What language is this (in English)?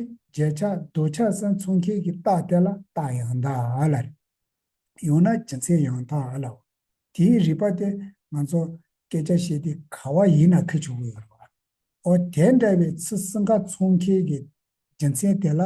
Tibetan